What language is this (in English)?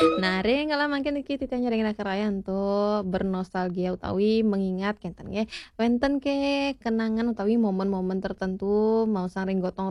Balinese